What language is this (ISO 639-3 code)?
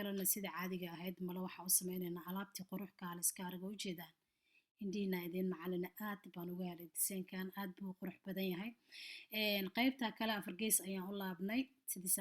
som